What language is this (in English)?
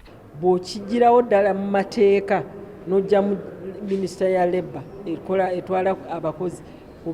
Ganda